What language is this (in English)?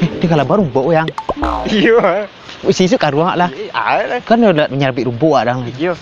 Minangkabau